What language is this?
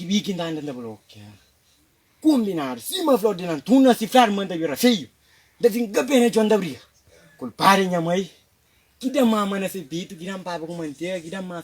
Kabuverdianu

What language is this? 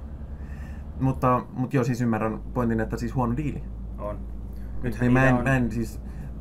Finnish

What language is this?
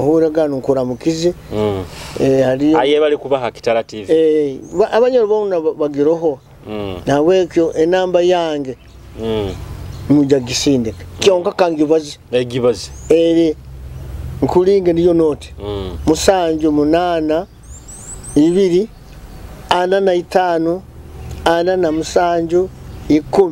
Nyoro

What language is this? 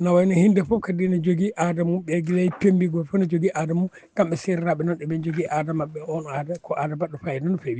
Fula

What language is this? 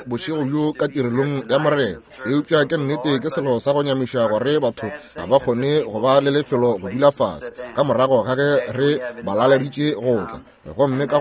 Northern Sotho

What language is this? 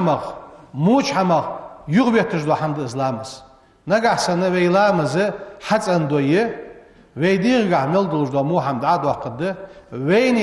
Ingush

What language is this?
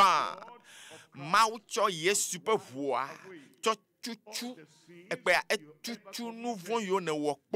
Ewe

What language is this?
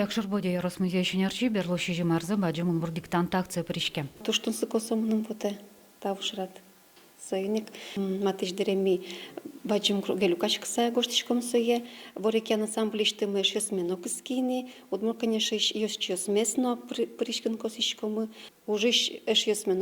Udmurt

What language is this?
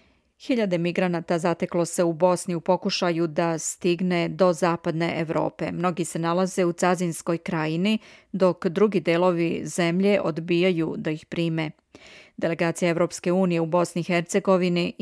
Serbian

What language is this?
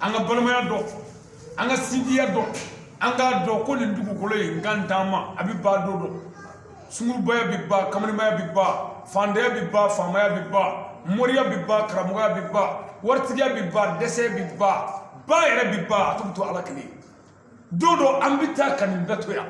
Bambara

